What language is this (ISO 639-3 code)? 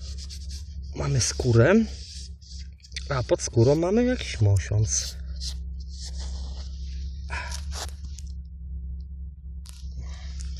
pol